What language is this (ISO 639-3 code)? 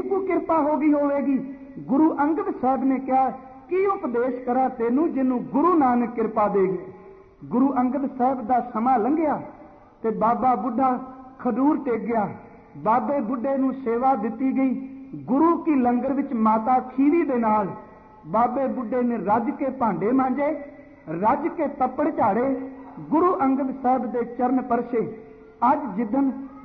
pan